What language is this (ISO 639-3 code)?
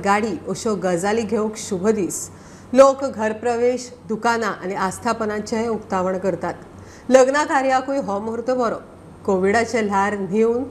kok